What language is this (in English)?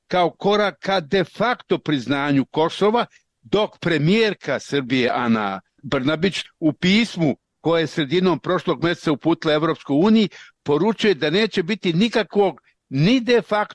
Serbian